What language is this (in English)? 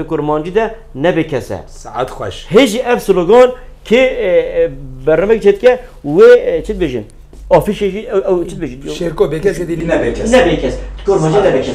Kurdish